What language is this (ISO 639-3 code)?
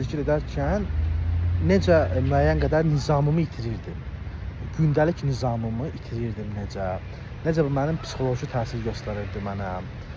aze